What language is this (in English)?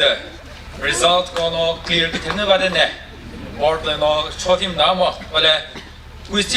Chokri Naga